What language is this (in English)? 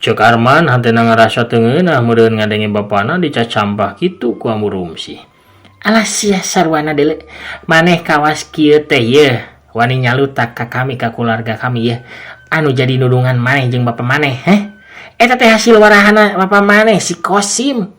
Sundanese